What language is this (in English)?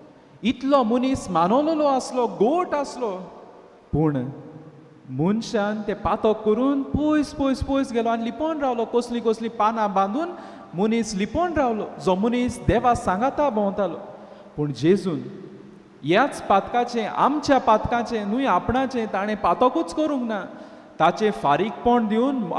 Konkani